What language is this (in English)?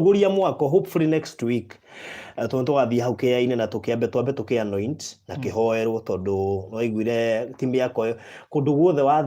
Kikuyu